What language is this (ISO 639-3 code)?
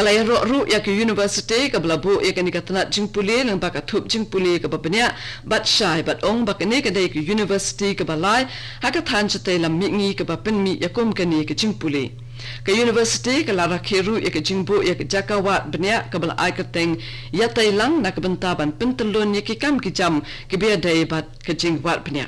kha